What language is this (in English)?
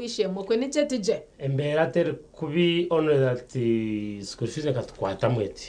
Nyankole